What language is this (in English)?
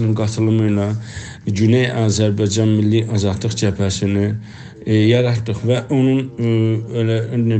South Azerbaijani